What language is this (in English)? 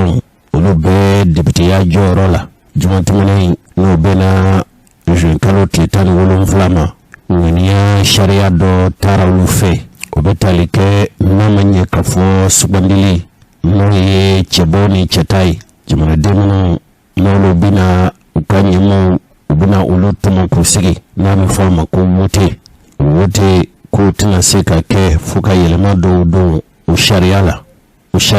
Bambara